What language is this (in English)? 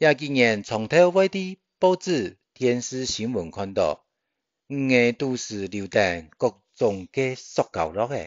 Hakka Chinese